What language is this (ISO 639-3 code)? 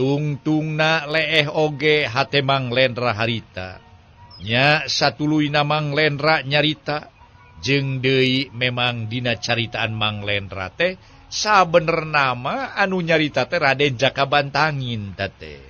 sun